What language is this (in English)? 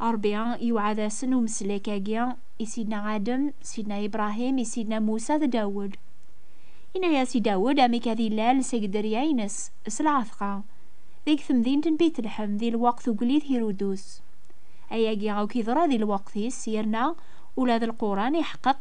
Kabyle